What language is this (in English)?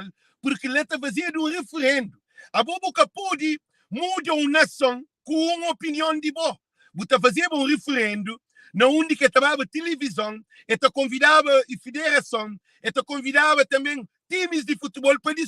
Kabuverdianu